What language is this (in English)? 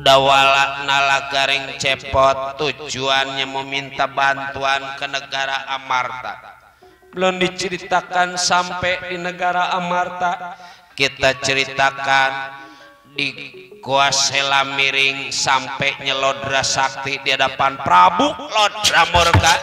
Betawi